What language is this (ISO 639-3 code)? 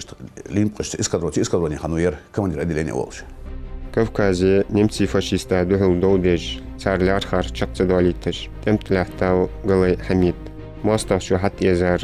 inh